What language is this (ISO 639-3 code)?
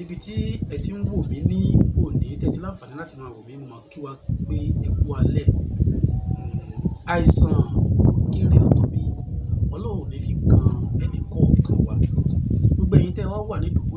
yor